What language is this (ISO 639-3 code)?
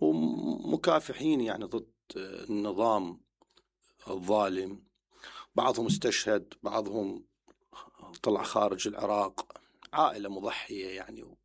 acm